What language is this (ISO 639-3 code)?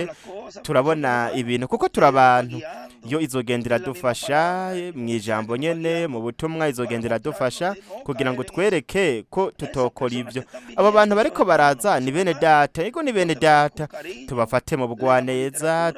run